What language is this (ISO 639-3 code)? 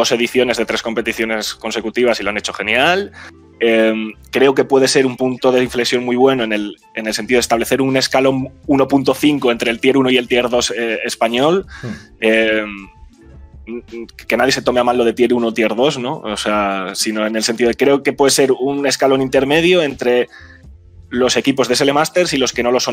spa